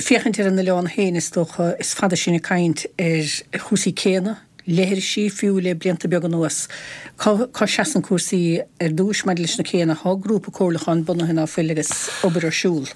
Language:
Irish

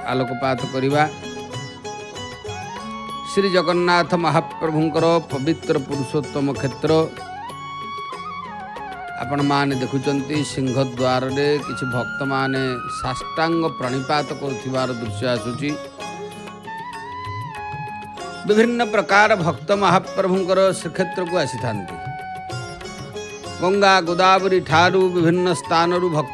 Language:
Odia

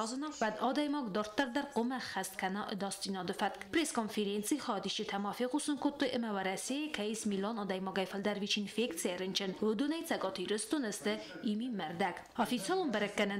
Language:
Ossetic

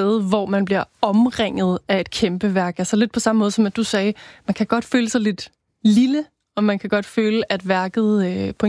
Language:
Danish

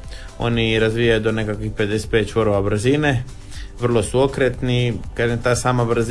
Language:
Croatian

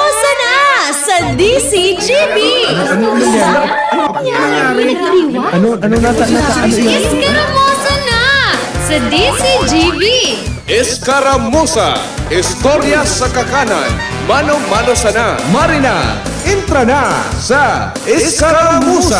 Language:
Bikol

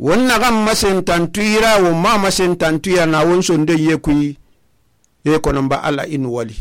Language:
Susu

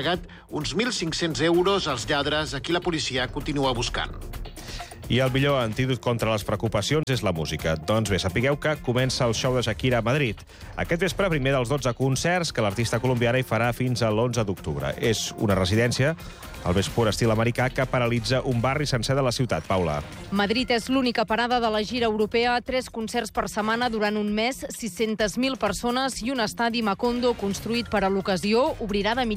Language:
Catalan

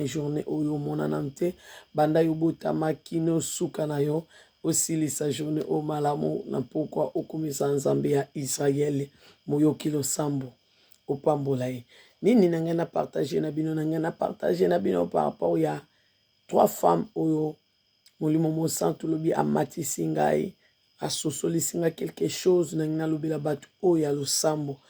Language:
Lingala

